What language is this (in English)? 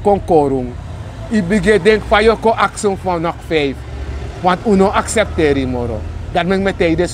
Sranan Tongo